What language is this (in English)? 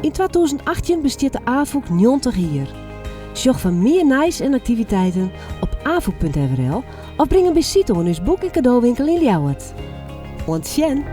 Western Frisian